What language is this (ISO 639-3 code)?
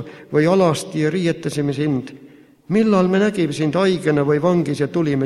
est